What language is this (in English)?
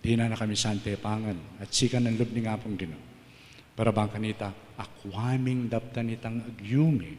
Pampanga